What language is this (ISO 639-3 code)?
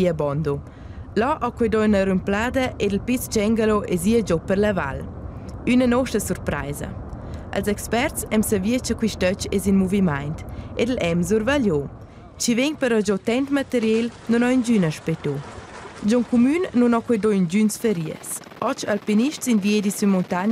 roh